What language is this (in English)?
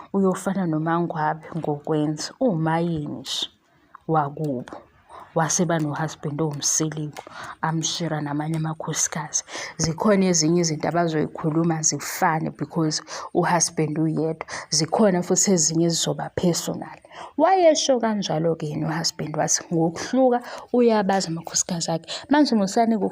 Zulu